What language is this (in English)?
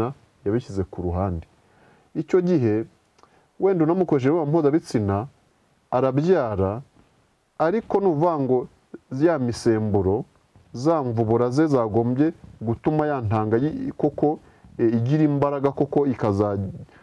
Kinyarwanda